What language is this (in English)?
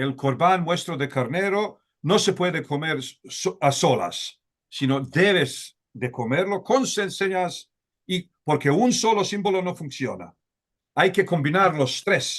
Ladino